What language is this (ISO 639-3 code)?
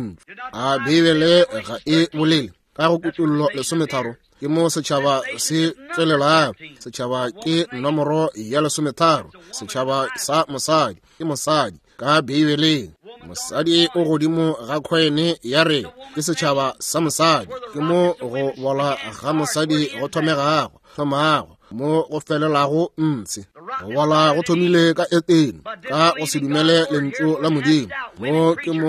nso